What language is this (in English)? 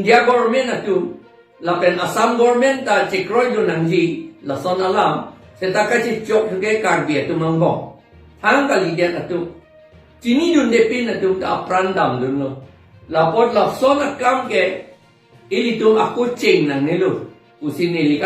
Karbi